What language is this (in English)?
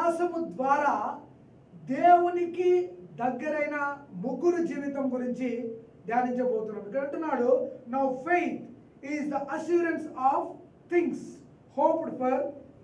Telugu